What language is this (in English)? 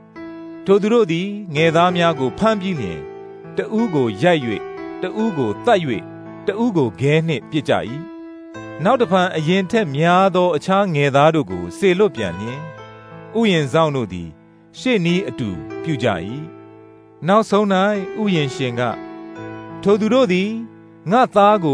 Burmese